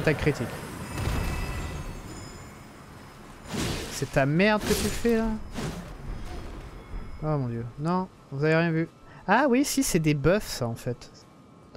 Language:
French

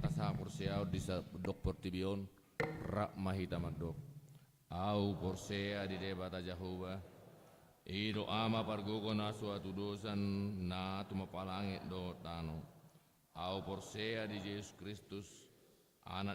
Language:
Batak Toba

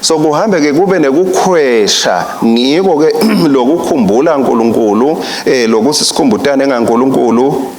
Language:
Swati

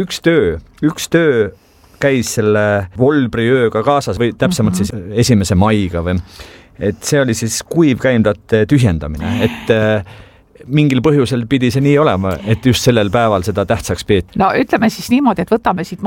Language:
Estonian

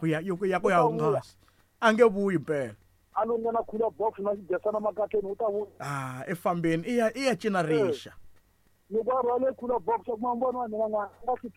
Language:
Tsonga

